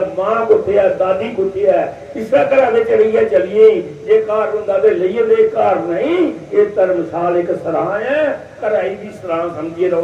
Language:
Dogri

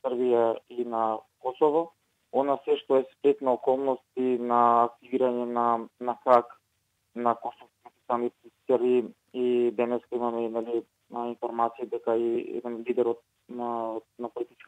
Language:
Macedonian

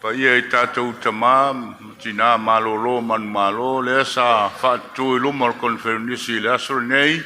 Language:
Samoan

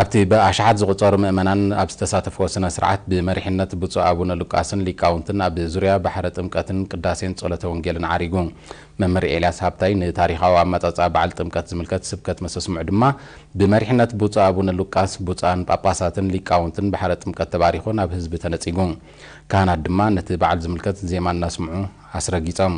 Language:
Tigrinya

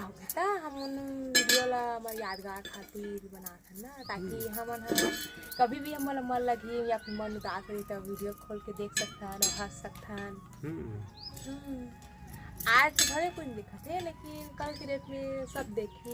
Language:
Chhattisgarhi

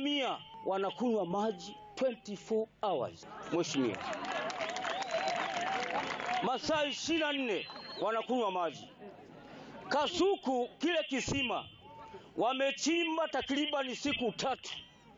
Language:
Swahili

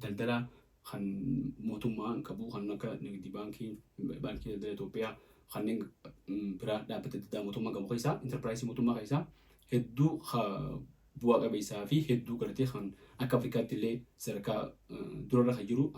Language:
Oromo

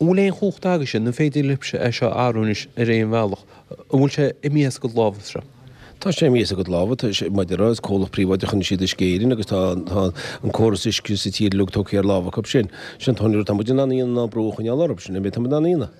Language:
Irish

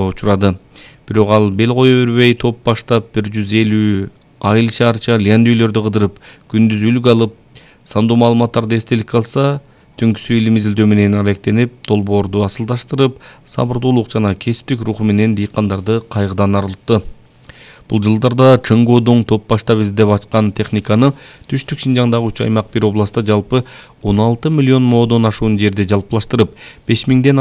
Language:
Kyrgyz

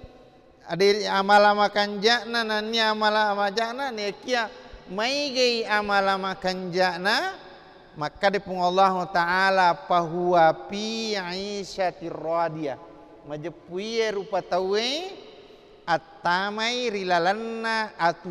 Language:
Buginese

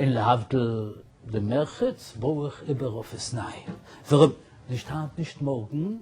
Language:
Yiddish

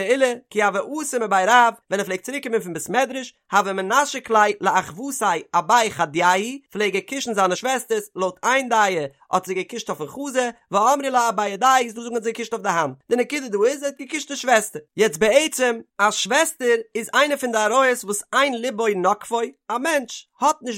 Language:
Yiddish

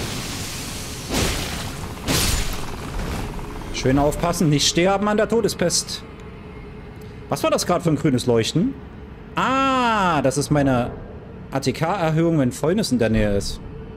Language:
German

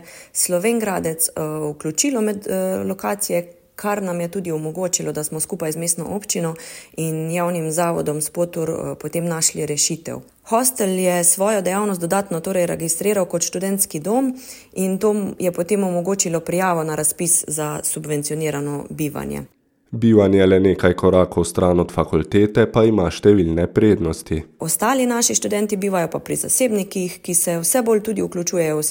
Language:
Slovenian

